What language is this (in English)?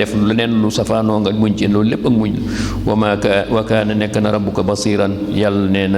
Wolof